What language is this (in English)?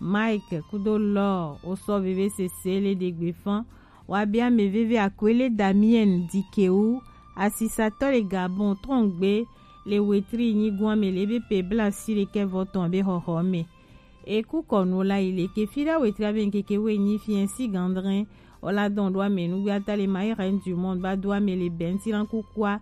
Gen